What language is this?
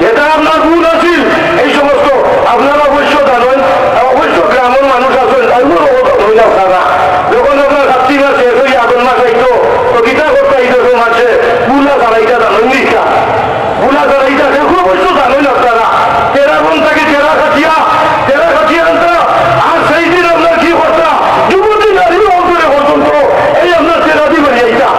Sylheti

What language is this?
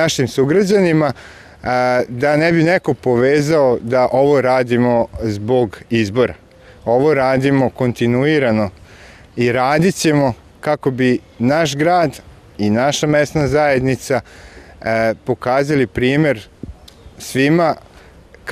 Serbian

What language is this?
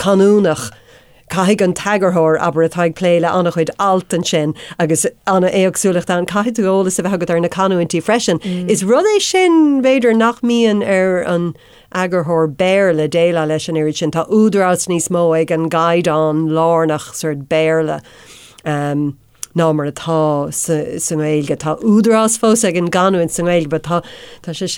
Irish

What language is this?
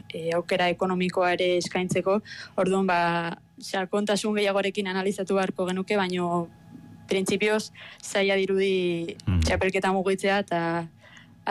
Basque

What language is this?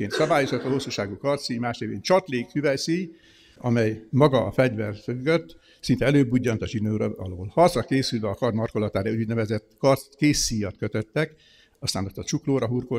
Hungarian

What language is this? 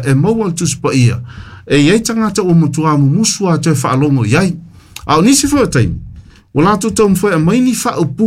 Samoan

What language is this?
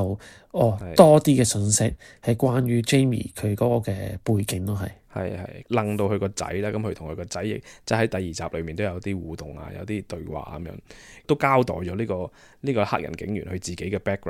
Cantonese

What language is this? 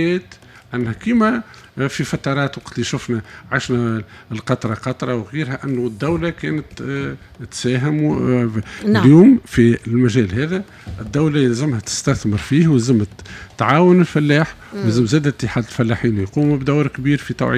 Tunisian Arabic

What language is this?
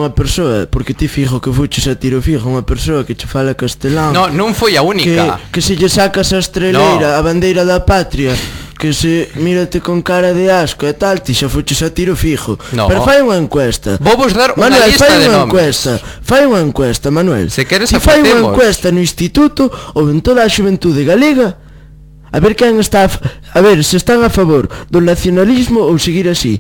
Galician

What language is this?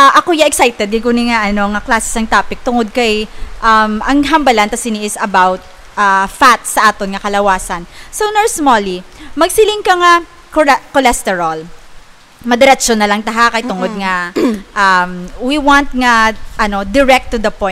Hiligaynon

